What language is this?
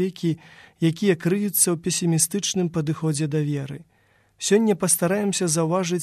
Belarusian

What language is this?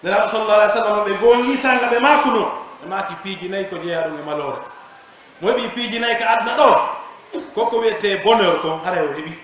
Pular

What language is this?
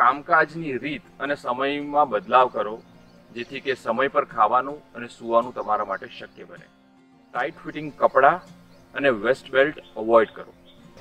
Gujarati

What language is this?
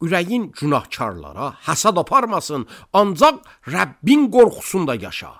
Azerbaijani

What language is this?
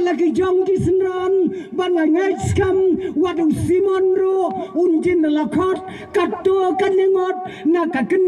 Khasi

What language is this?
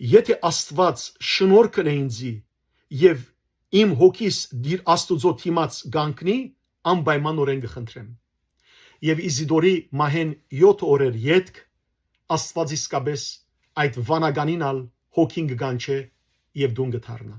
Western Armenian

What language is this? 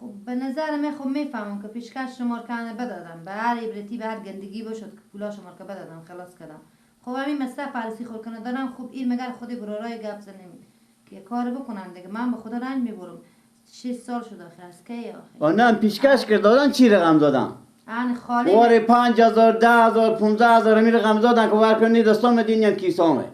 Persian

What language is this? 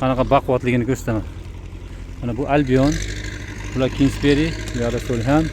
Uzbek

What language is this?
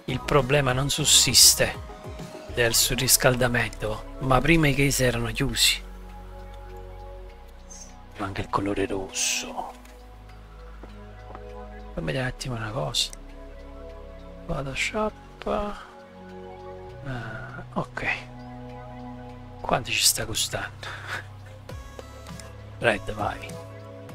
Italian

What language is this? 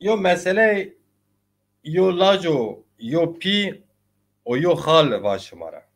Zaza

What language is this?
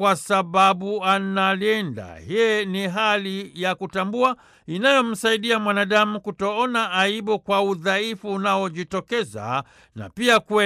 Swahili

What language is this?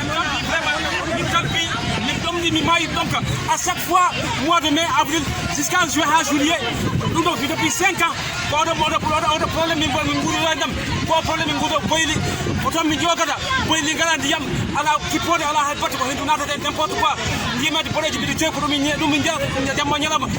Fula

